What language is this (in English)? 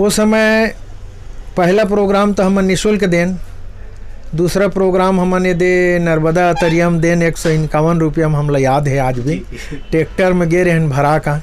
Chhattisgarhi